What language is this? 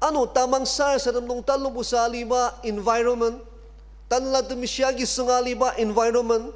Ao Naga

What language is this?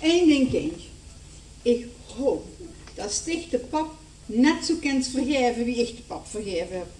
Limburgish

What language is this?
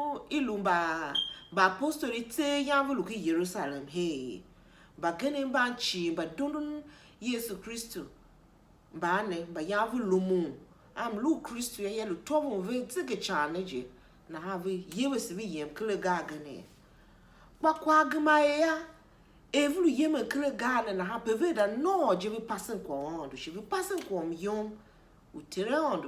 Tiv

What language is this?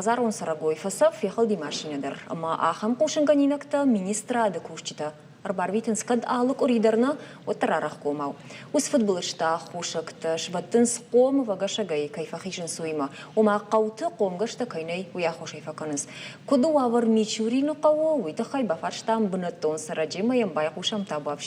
Ossetic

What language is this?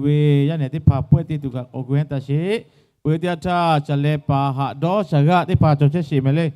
Lahu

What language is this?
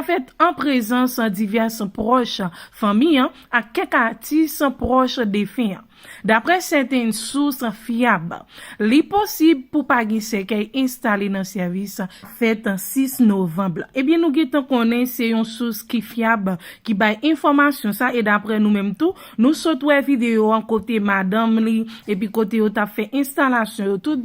Haitian Creole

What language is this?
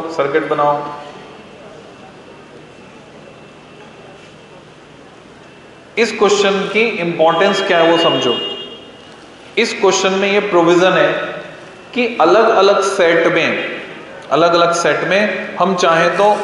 Hindi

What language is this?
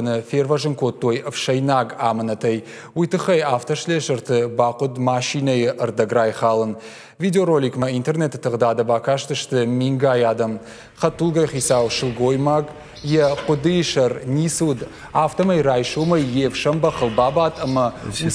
Ossetic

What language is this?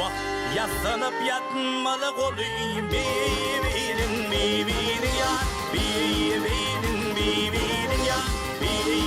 Turkmen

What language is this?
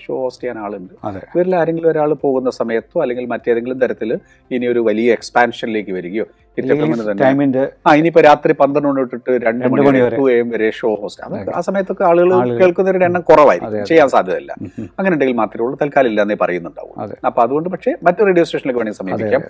Malayalam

